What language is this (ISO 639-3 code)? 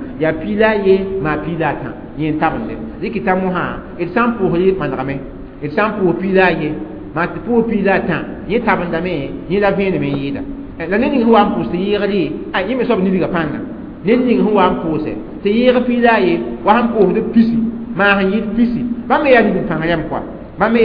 mos